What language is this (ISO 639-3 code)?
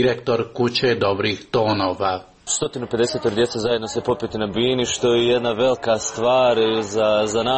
hrv